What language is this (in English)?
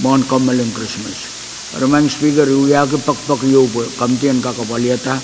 Pohnpeian